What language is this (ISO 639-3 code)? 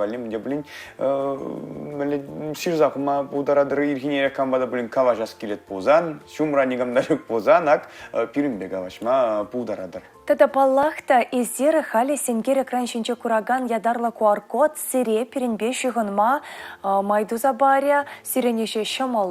chv